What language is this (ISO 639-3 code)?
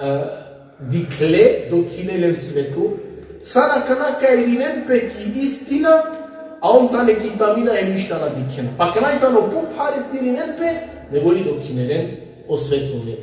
rmn